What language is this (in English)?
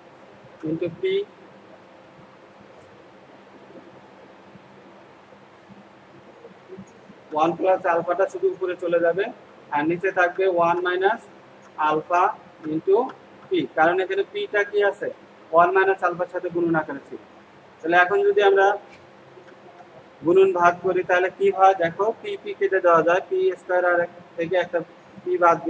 Bangla